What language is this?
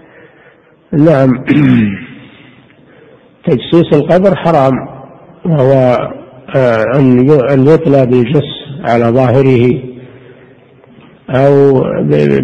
Arabic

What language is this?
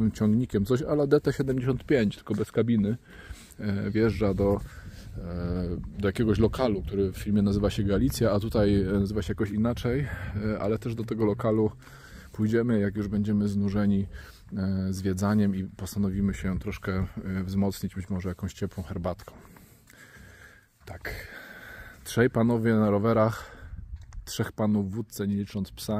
Polish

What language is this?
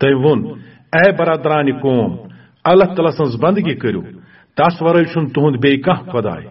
Kashmiri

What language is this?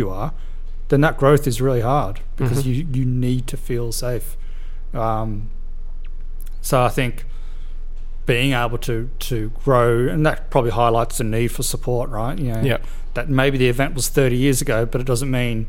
English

